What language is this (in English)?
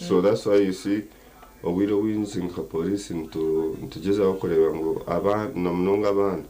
Nyankole